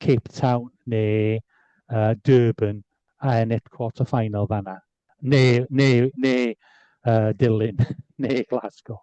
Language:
Welsh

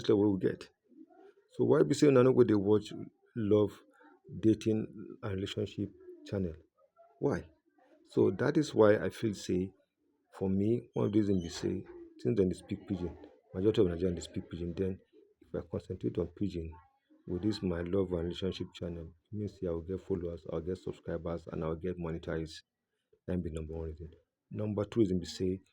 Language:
Nigerian Pidgin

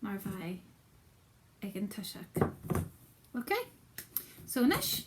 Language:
Scottish Gaelic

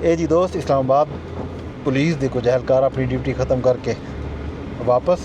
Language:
Saraiki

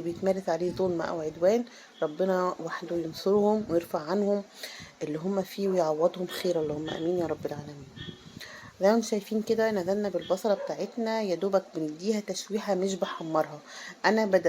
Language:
Egyptian Arabic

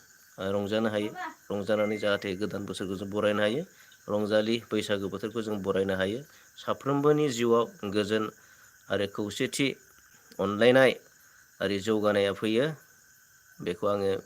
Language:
Bodo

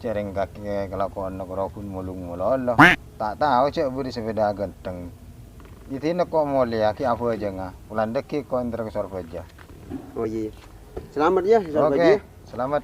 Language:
Madurese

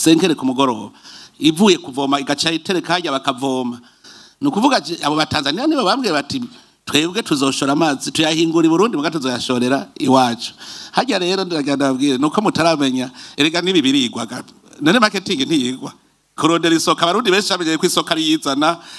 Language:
Rundi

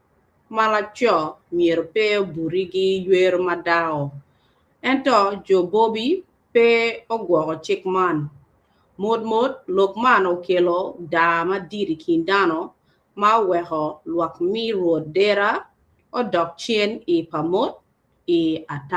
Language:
Acoli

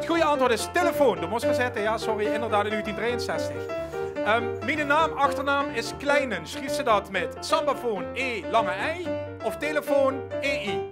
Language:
Limburgish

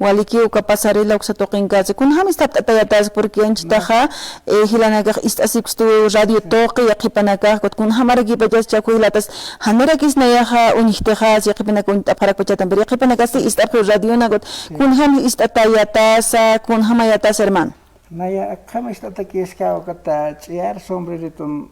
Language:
Aymara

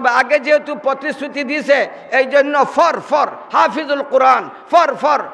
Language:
Sylheti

